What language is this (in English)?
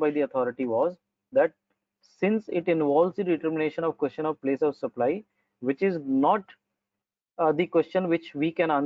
English